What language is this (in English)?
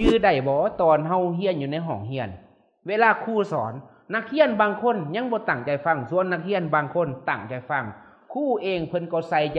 Lao